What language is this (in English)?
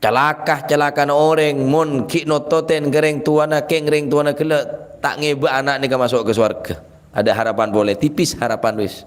Madurese